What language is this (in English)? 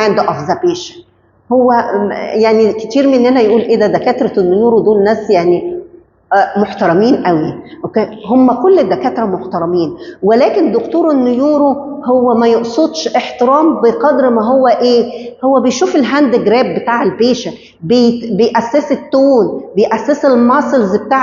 Egyptian Arabic